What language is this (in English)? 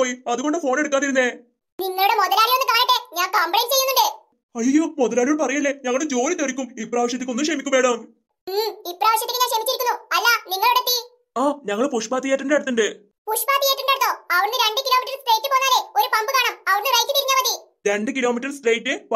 Malayalam